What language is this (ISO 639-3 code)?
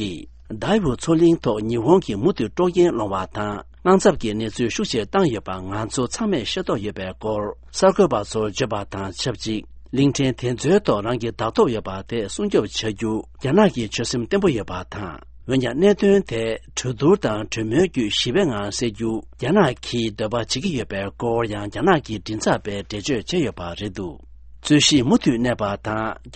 bod